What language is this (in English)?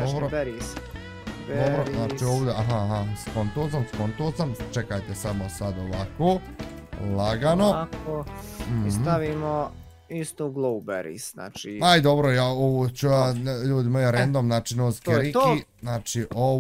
Bosnian